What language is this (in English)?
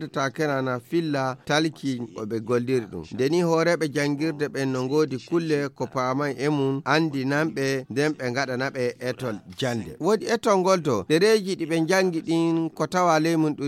Fula